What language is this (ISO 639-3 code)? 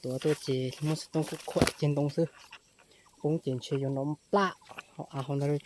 hmn